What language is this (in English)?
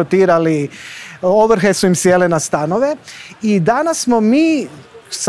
Croatian